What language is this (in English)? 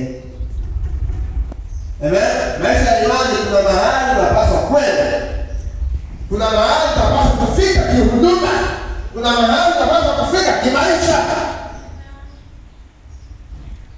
Swahili